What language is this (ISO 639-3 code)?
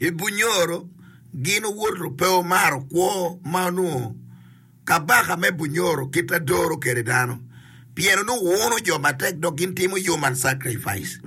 ach